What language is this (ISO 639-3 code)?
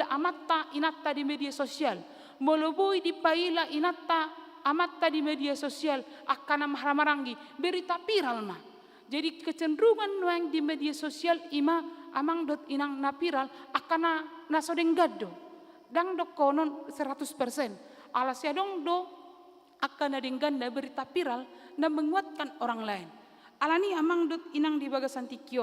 bbc